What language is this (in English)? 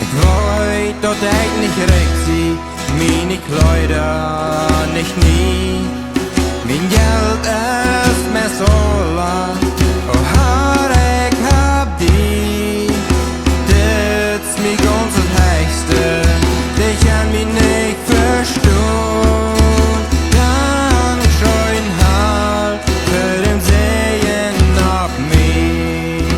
Plautdietsch